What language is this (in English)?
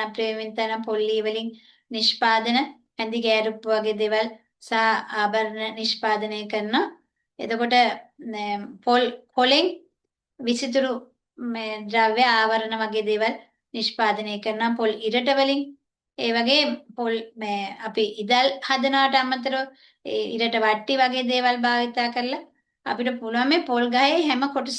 Sinhala